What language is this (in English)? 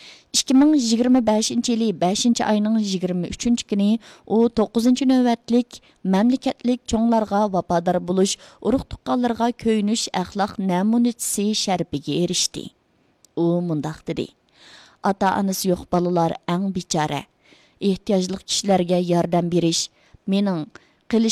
Uyghur